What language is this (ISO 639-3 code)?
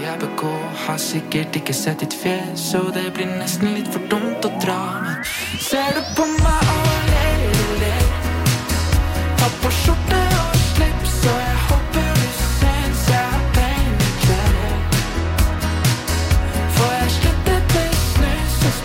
nor